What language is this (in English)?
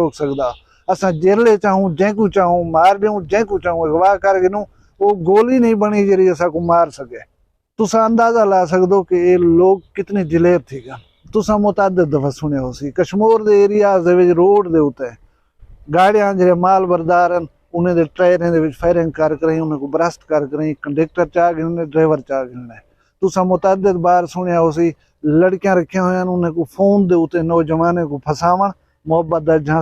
Saraiki